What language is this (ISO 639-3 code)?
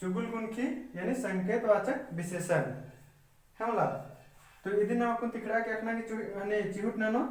kru